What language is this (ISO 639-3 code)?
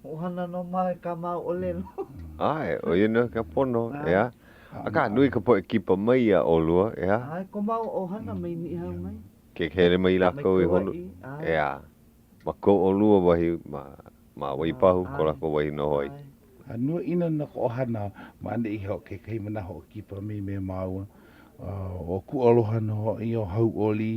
haw